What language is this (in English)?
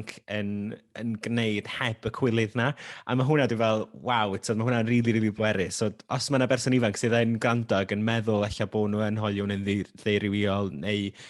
Welsh